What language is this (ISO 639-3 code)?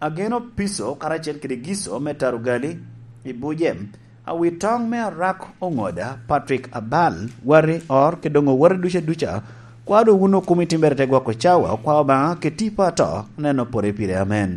laj